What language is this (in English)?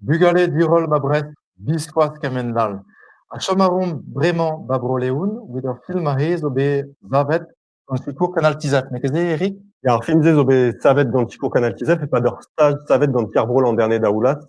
Breton